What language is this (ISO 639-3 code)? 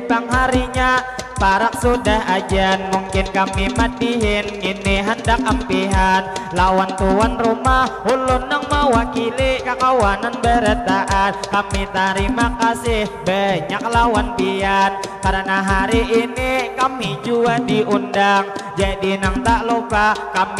bjn